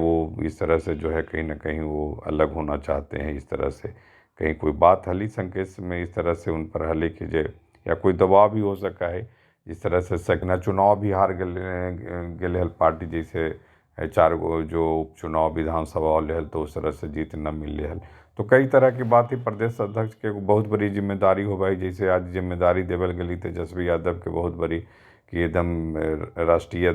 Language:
Magahi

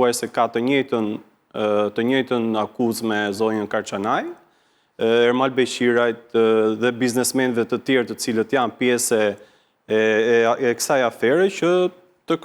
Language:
Albanian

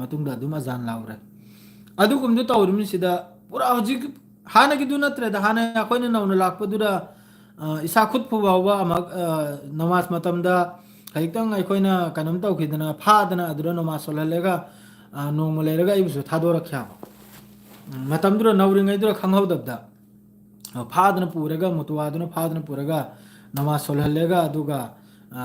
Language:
Manipuri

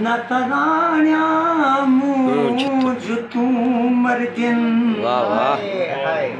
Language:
Saraiki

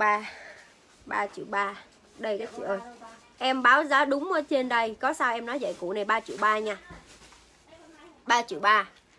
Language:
Vietnamese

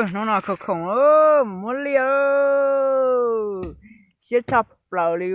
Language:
Hmong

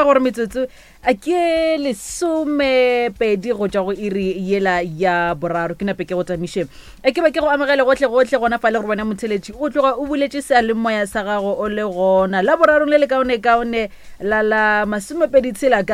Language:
Northern Sotho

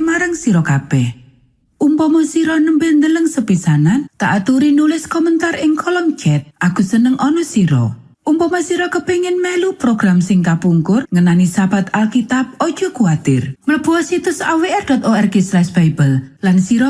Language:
Javanese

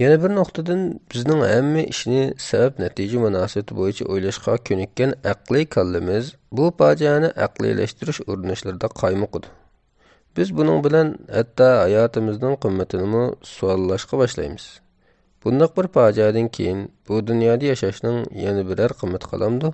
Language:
Uyghur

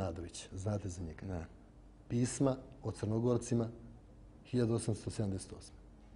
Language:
Serbian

